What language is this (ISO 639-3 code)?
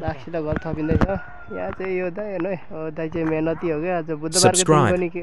nep